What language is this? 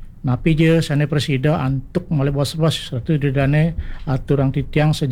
Balinese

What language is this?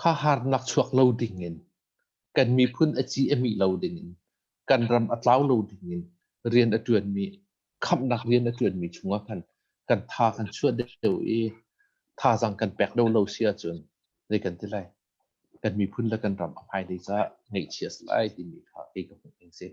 Hakha Chin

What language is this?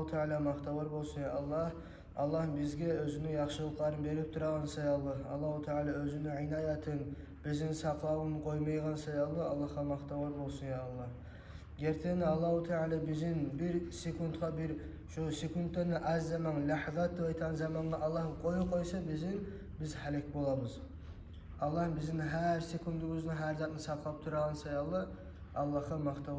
Kumyk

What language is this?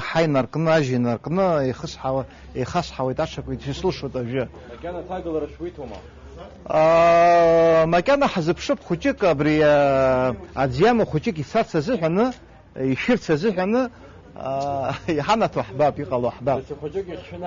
Abkhazian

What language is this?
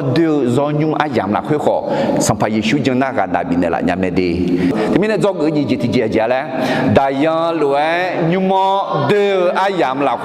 Akha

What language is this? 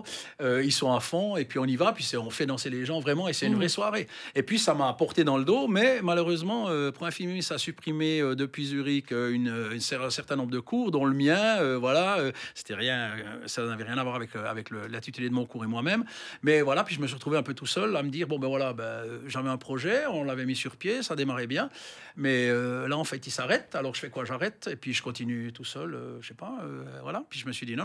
French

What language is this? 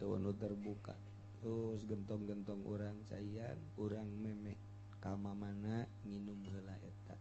Sundanese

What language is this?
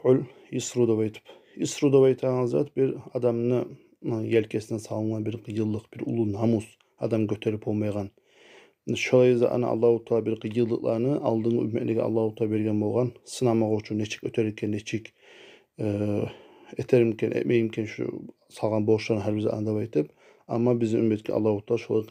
Kumyk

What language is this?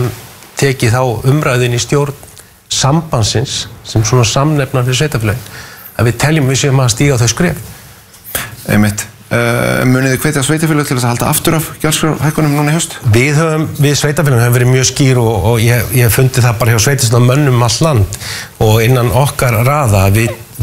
Icelandic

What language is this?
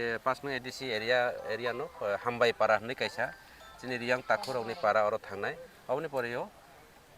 Kok Borok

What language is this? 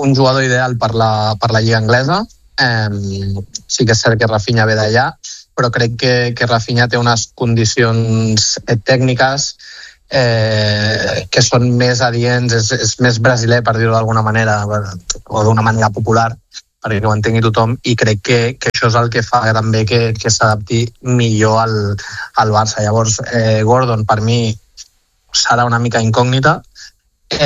Catalan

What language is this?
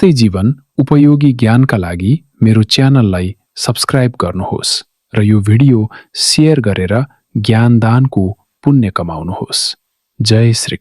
Nepali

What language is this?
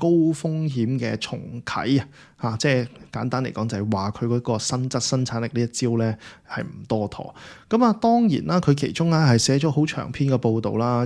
Cantonese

